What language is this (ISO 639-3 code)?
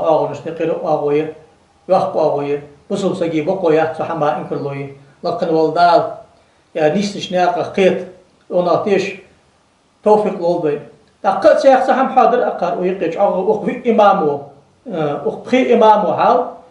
inh